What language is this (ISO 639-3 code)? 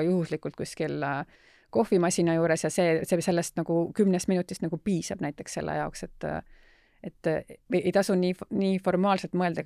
est